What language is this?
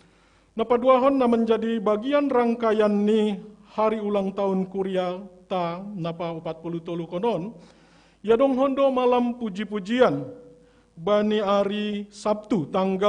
Batak Simalungun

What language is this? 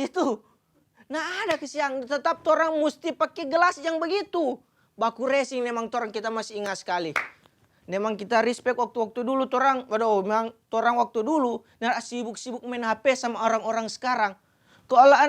Manado Malay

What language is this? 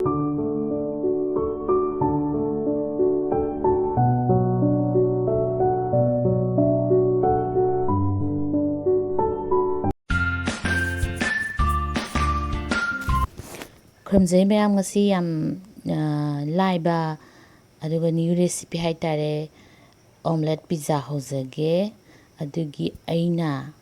Manipuri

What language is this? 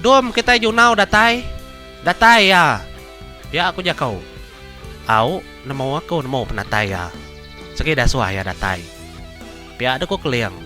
Iban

